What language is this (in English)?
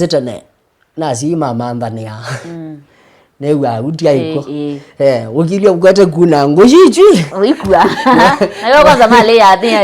Kamba